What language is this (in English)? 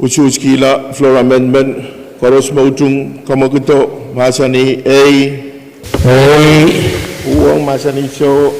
Pohnpeian